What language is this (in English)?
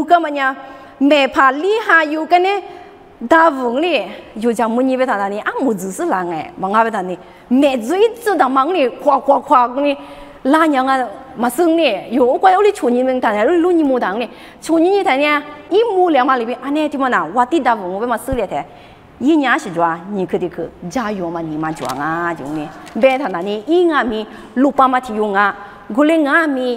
Lisu